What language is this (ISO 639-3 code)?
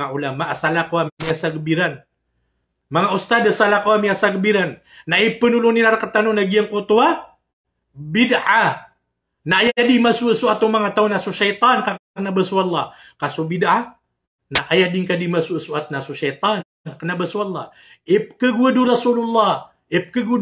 mrw